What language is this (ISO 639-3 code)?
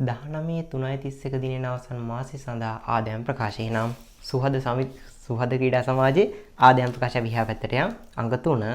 sin